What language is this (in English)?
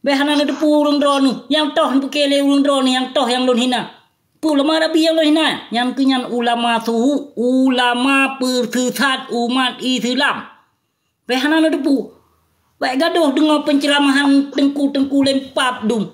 Achinese